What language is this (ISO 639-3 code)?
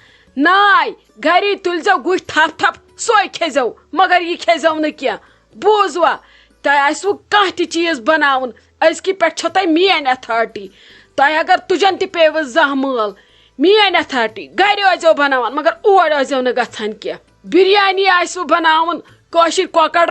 kas